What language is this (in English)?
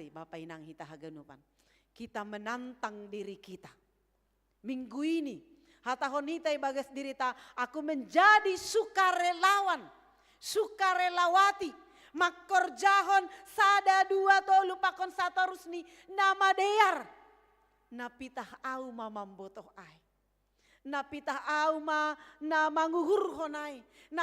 Batak Simalungun